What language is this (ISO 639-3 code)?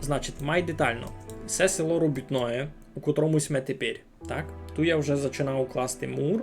rue